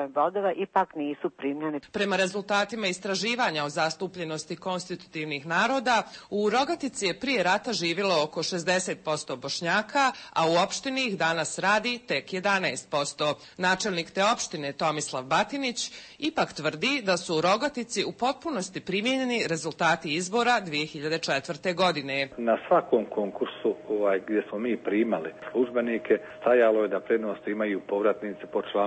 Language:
Croatian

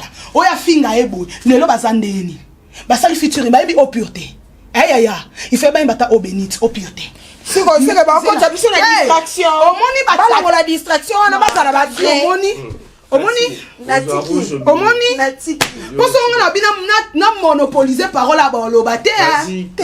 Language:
Lingala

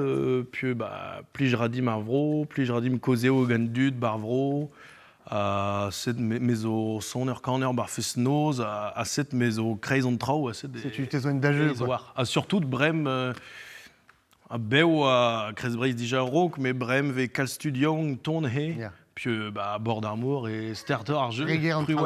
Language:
Breton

